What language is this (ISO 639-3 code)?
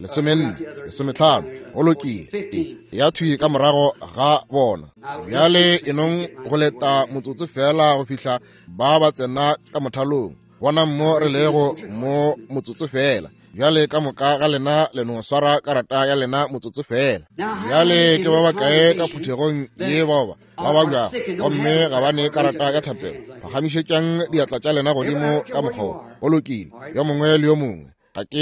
nso